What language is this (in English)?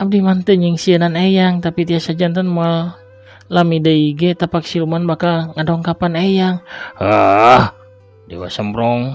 Sundanese